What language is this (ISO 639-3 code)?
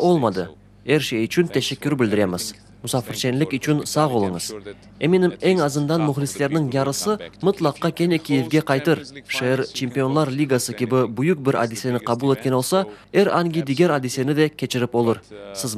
crh